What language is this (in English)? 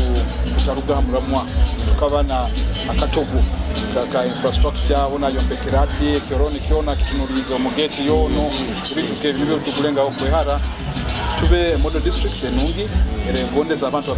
Nyoro